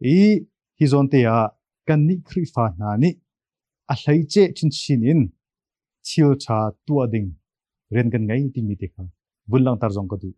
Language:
Hakha Chin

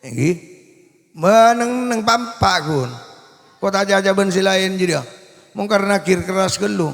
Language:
Madurese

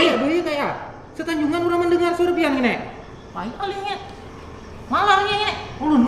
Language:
Banjar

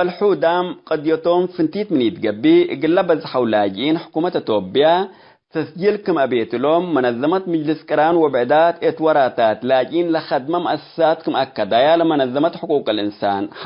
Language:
Tigre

